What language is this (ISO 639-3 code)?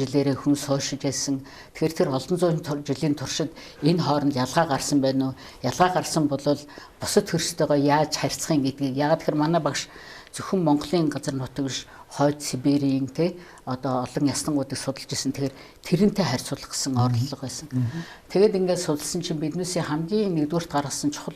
mon